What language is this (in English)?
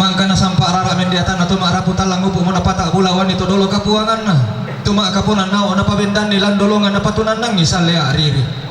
Toraja-Sa'dan